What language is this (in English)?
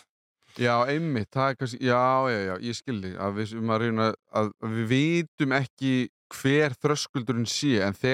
Icelandic